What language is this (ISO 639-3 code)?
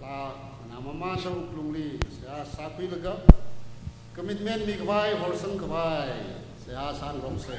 nmf